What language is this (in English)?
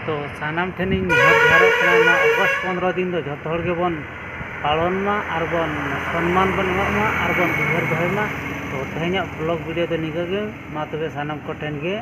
Santali